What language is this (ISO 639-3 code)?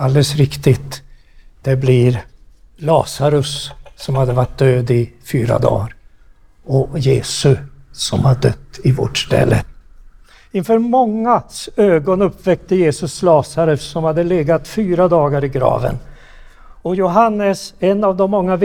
swe